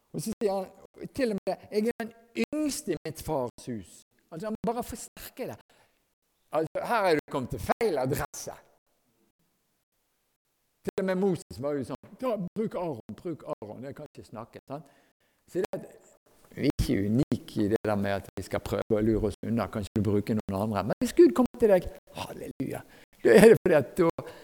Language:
Norwegian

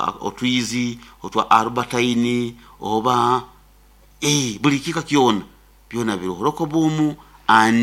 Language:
Nyoro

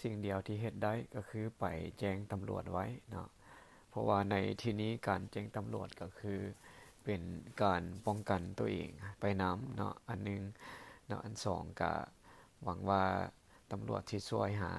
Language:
Lao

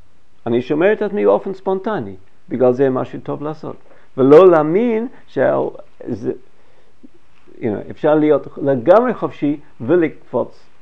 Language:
Hebrew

